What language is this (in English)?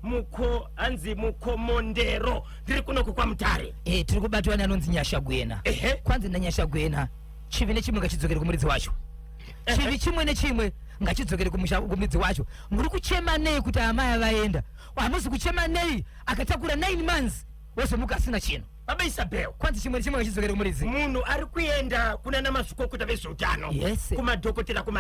Shona